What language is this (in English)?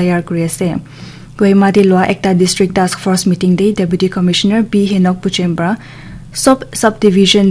Naga Pidgin